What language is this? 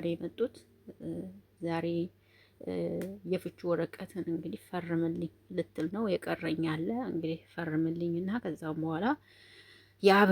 Amharic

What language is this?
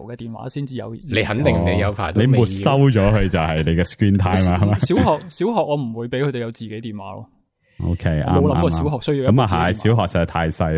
Cantonese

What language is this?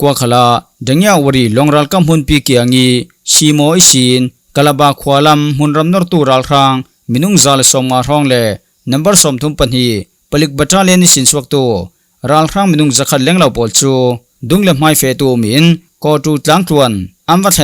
Falam Chin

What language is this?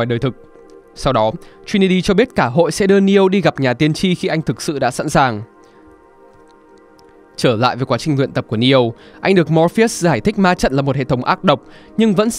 Vietnamese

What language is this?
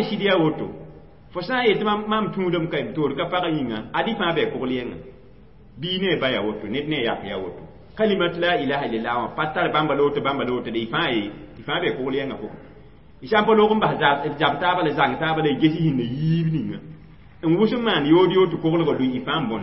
Mossi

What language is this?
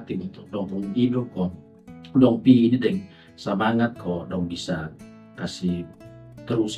Kupang Malay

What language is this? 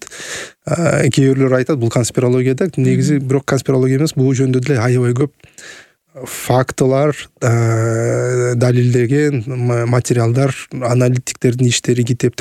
Kyrgyz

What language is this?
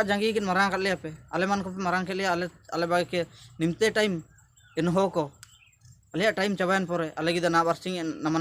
Ho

